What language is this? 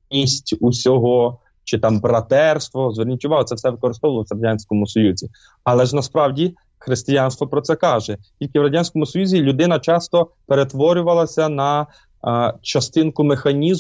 Ukrainian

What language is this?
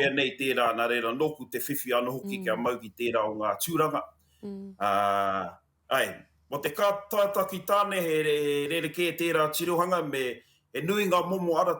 Māori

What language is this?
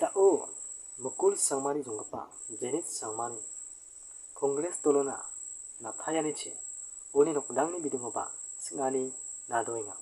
Garo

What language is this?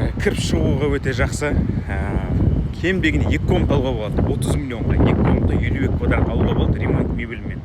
Kazakh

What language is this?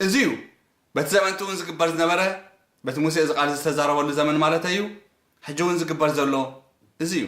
Tigrinya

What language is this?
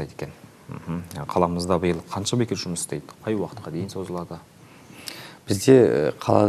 Kazakh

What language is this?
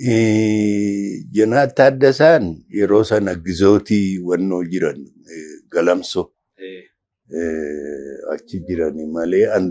Oromo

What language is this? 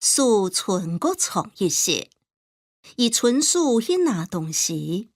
Hakka Chinese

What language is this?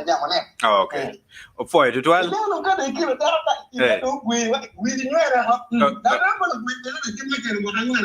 Acoli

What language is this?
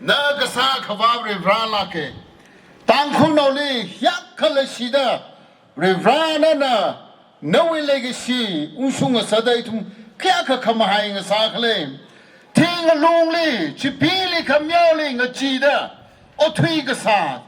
Tangkhul Naga (India)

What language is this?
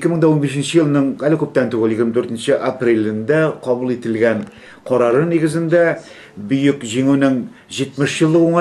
Tatar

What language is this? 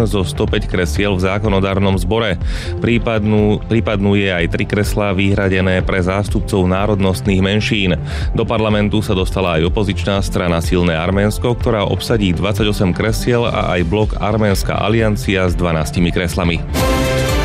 Slovak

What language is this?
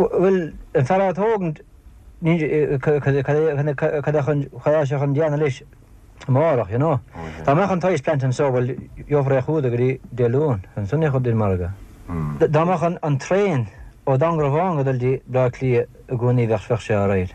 Irish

